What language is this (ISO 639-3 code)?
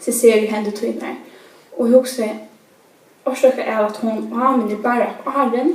fao